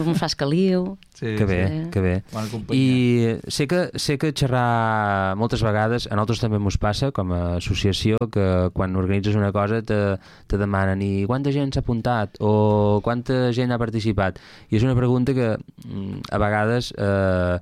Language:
Catalan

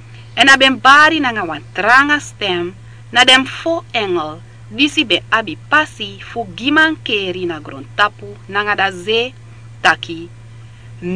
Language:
Sranan Tongo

